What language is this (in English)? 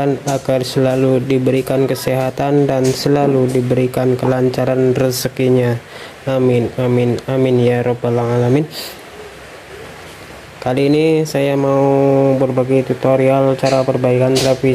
Indonesian